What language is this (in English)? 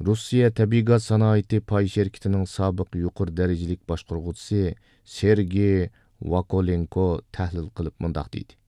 Uyghur